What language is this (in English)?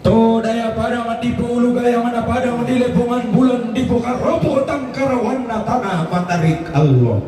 Toraja-Sa'dan